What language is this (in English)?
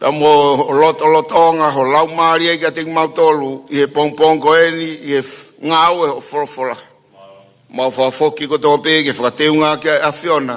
Tongan